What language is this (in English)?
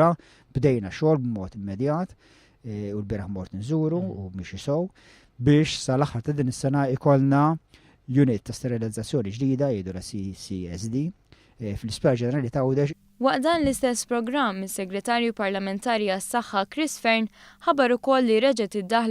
Maltese